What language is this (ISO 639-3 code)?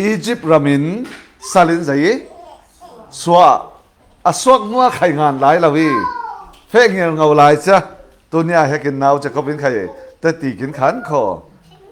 cfm